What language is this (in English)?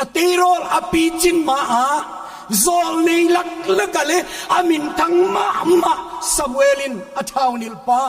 Paite Chin